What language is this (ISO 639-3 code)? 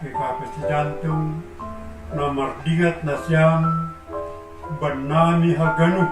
bts